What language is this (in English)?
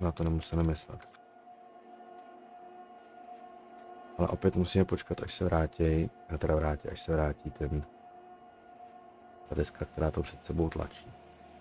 Czech